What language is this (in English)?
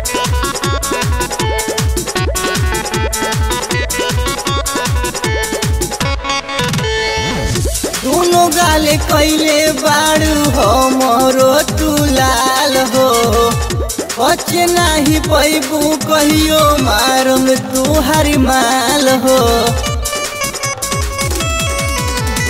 Bhojpuri